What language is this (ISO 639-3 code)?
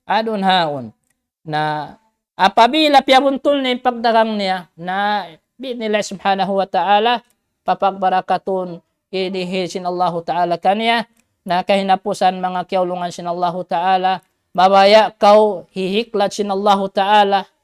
tsg